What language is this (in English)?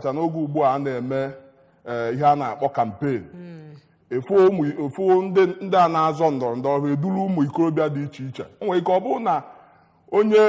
Igbo